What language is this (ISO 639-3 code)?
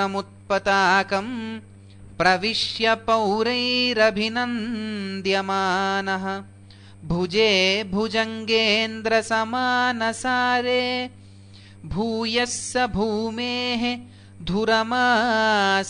san